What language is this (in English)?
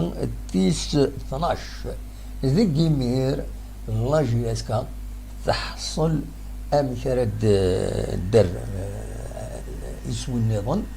Kabyle